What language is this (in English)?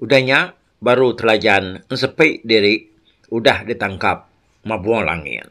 Iban